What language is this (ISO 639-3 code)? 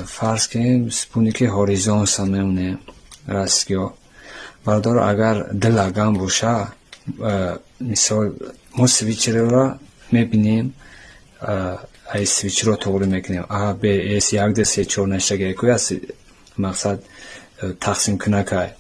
tgk